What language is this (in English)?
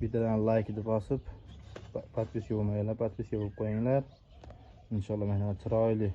Uzbek